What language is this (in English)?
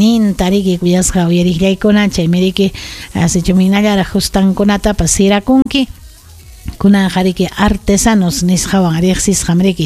Ayacucho Quechua